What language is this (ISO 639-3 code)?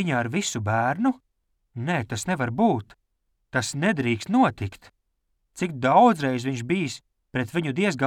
lav